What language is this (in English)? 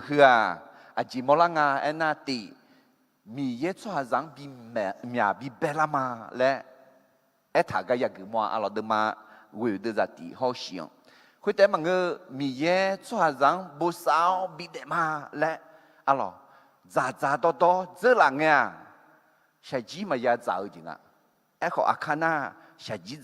Akha